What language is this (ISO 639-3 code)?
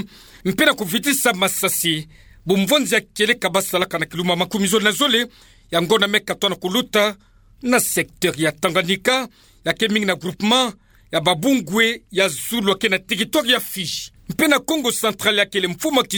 ktu